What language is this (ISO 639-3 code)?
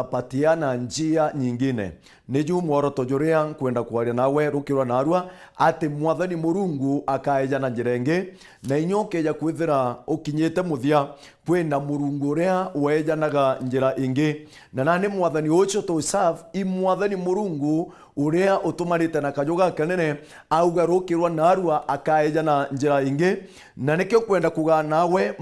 mer